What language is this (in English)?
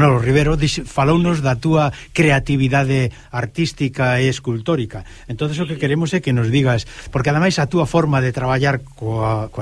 Galician